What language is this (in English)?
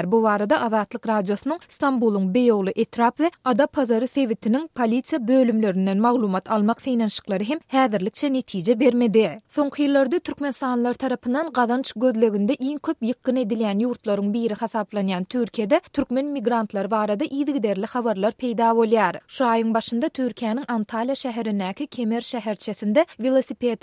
Turkmen